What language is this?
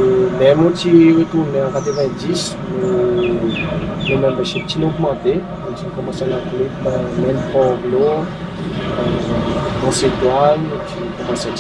Seselwa Creole French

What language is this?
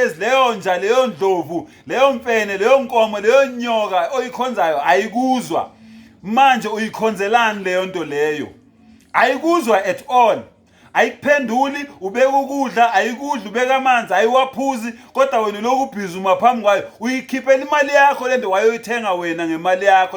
Zulu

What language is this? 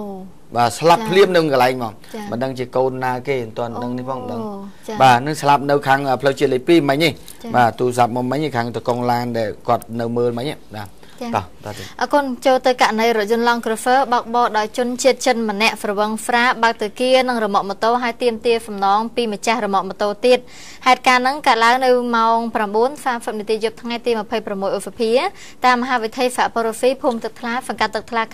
Khmer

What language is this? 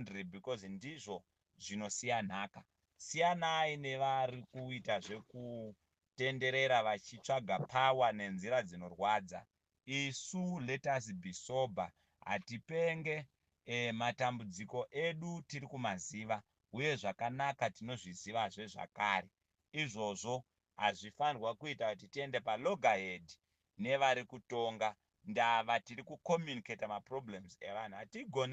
Shona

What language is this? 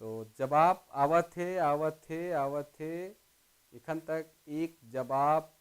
Sadri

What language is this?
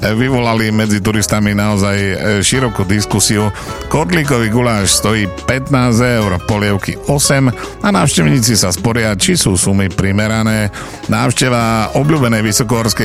Slovak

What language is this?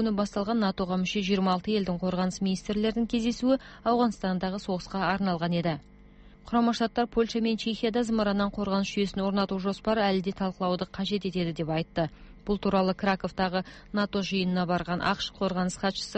Kyrgyz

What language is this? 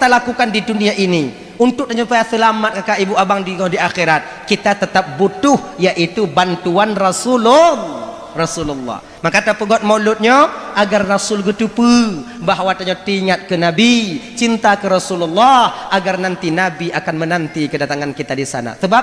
Achinese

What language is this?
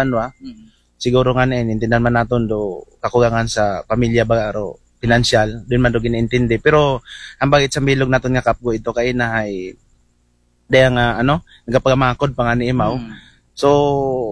Aklanon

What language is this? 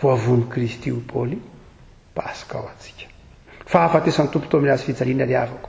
Malagasy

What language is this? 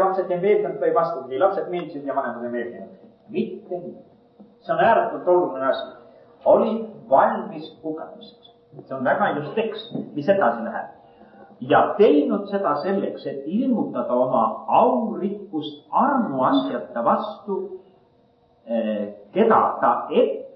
Estonian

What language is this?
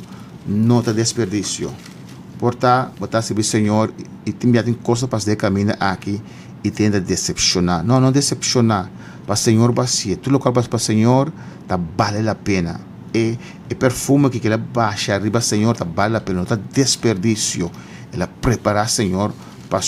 Papiamento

